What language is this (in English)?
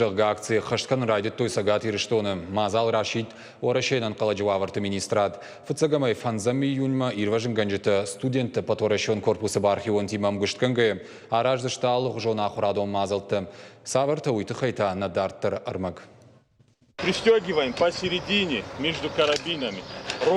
Ossetic